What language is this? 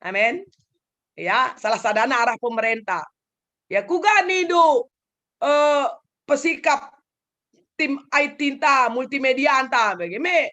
Batak Karo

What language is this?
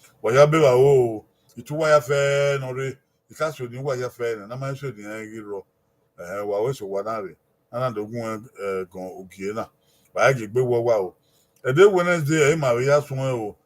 Bini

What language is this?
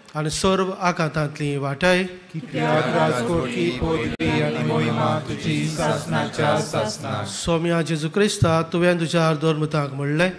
Konkani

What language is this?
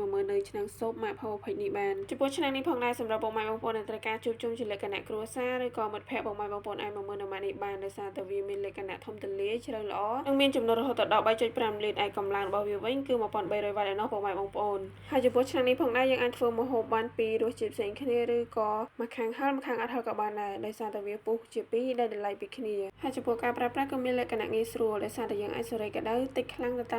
Khmer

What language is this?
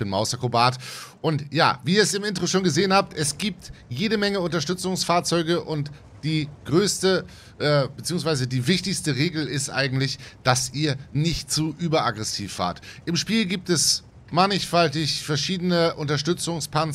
German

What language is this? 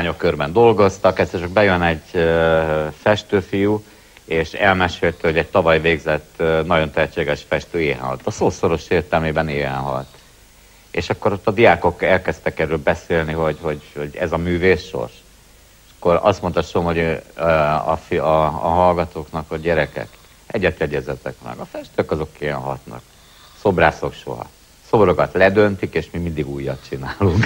Hungarian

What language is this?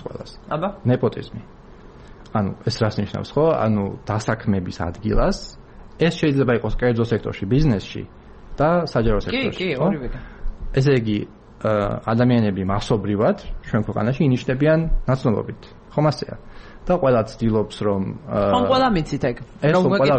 Georgian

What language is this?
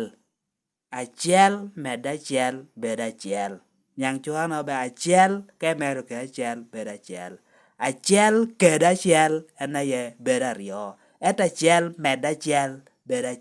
Lango (Uganda)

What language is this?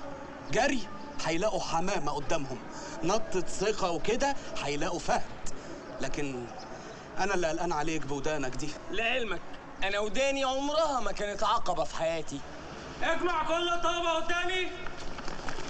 Egyptian Arabic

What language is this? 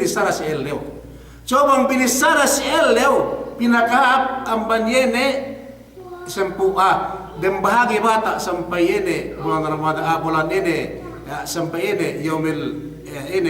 Yakan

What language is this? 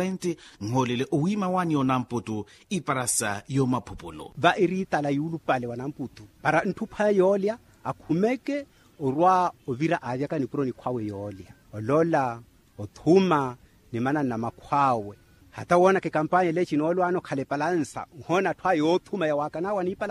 Makhuwa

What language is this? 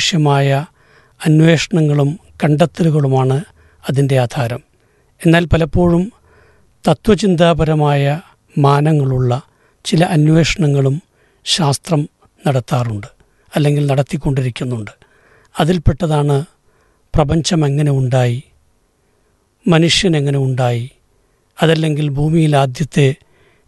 Malayalam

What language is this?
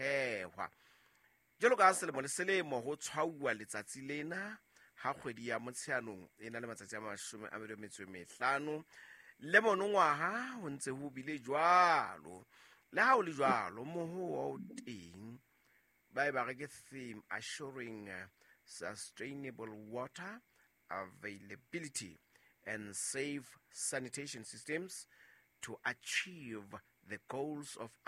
Southern Sotho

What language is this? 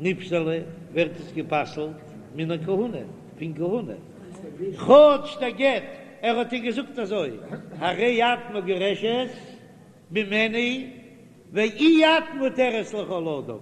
Yiddish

